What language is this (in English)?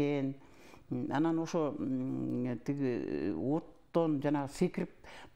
Kyrgyz